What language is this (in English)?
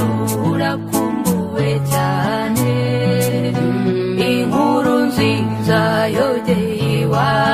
Kinyarwanda